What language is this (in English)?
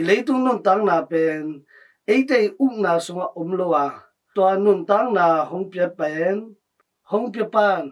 Tedim Chin